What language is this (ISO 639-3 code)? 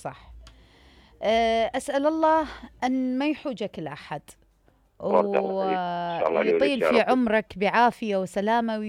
acm